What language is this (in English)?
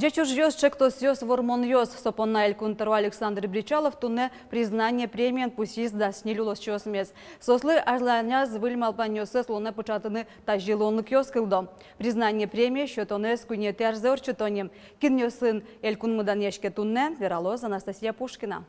Udmurt